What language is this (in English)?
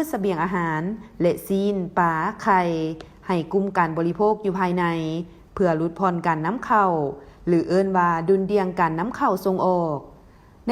Lao